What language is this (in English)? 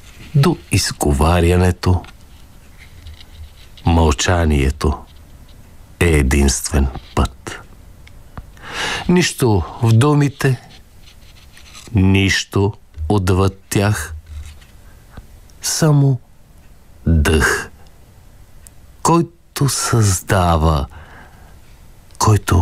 Bulgarian